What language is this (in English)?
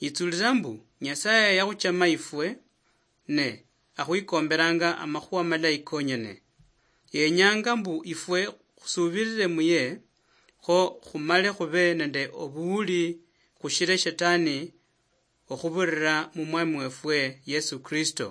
Luyia